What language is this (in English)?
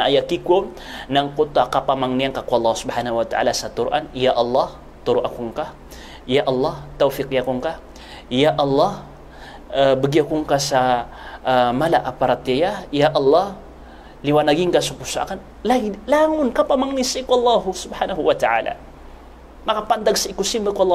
Maranao